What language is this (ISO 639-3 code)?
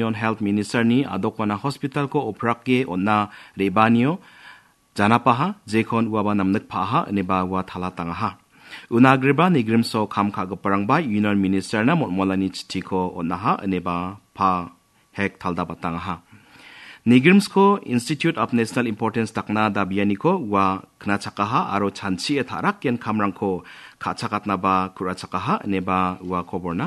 grt